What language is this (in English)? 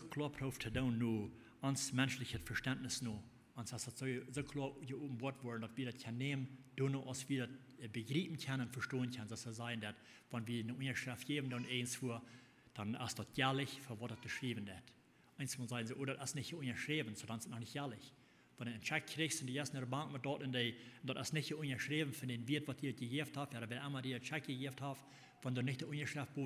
Plautdietsch